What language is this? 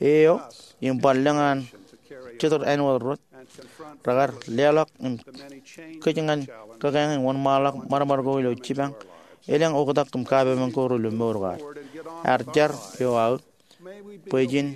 Marshallese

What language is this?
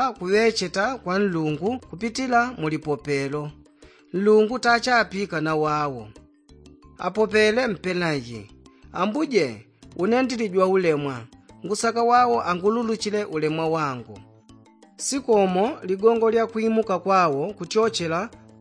Yao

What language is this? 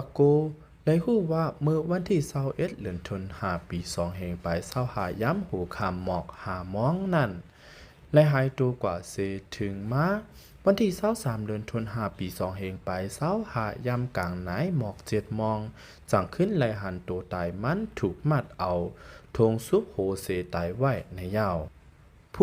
Lao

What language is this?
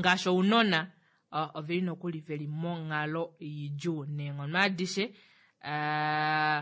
Kuanyama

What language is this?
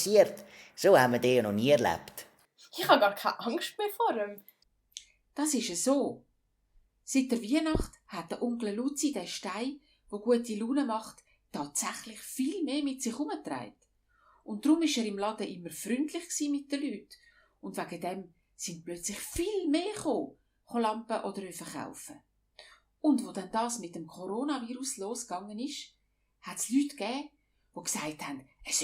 Swiss German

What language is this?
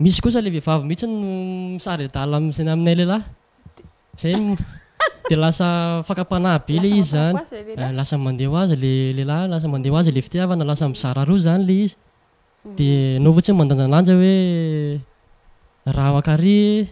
Malagasy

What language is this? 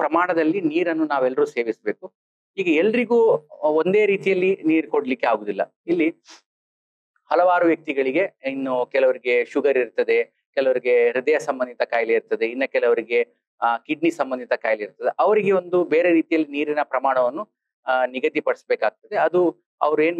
Kannada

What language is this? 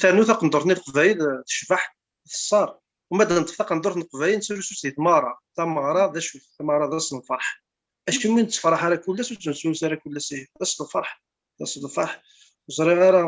Kabyle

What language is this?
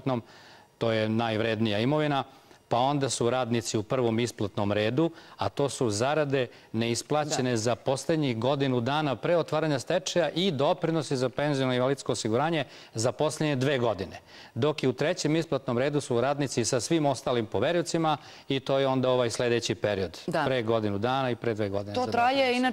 Serbian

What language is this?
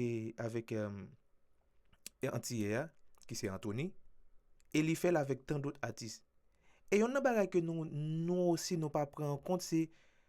Haitian Creole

